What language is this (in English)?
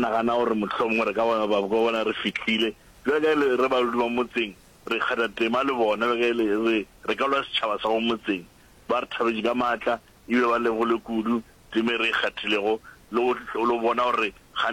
Northern Sotho